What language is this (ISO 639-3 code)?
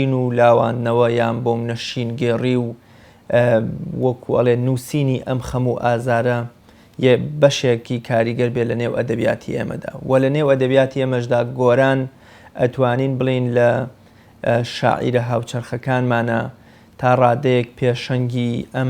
ckb